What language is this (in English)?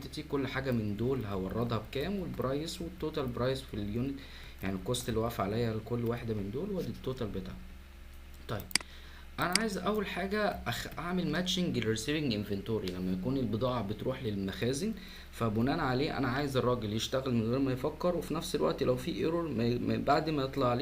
Egyptian Arabic